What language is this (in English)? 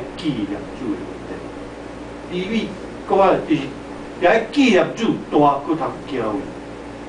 Min Nan Chinese